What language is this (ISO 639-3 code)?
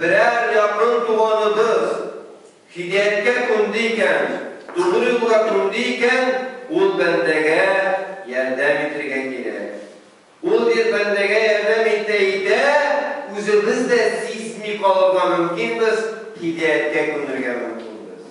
tat